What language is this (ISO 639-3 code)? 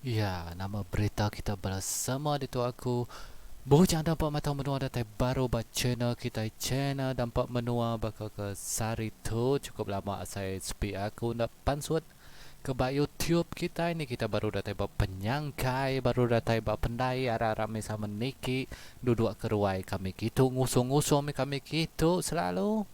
iba